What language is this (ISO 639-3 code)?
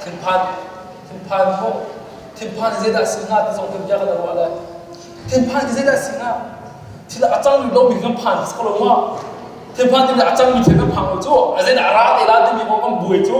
cnh